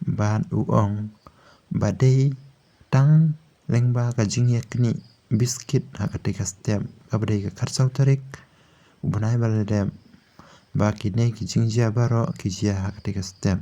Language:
Khasi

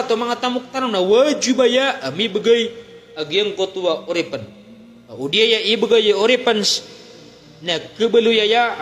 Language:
Maranao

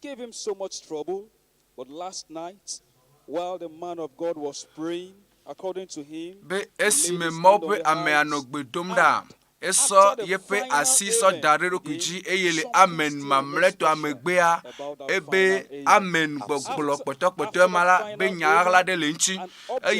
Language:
Ewe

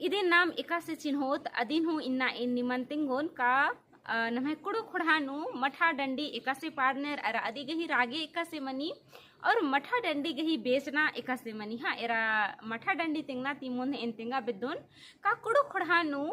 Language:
Kurukh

